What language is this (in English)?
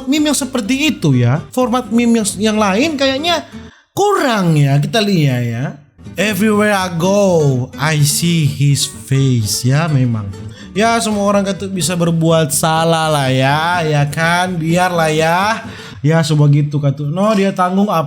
Manado Malay